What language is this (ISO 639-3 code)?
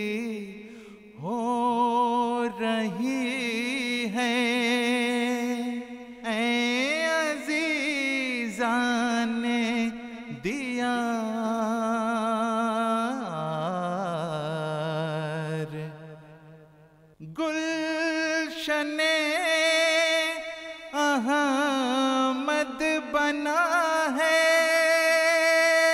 urd